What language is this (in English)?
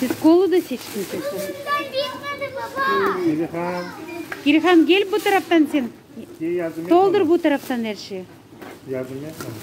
Crimean Tatar